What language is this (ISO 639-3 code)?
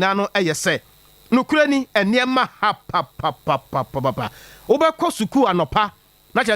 aka